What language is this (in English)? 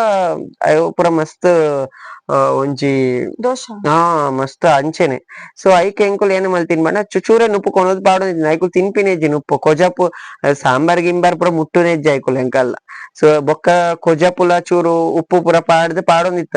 Tulu